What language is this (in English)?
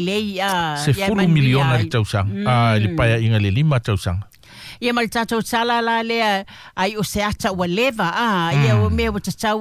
Samoan